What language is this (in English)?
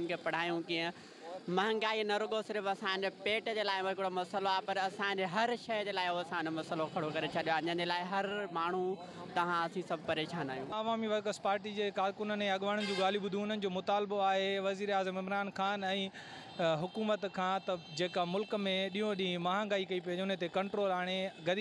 Sindhi